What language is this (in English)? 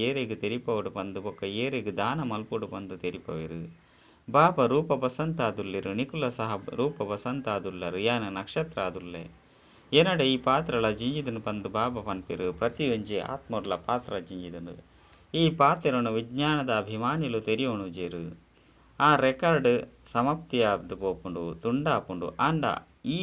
Tulu